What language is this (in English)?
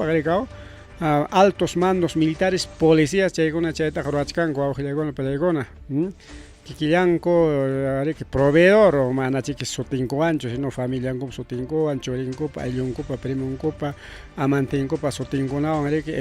Ayacucho Quechua